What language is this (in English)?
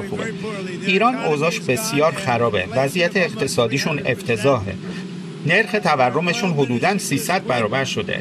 Persian